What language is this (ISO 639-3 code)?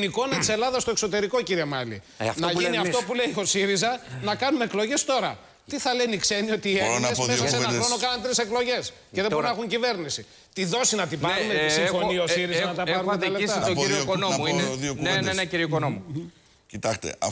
ell